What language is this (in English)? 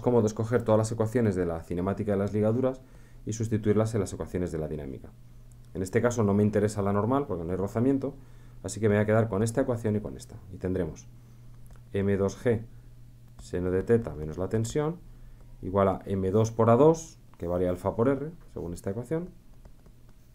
Spanish